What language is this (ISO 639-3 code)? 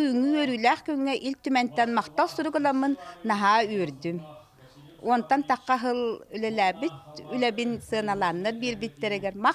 sah